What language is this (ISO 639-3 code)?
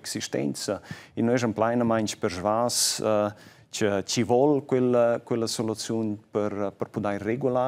roh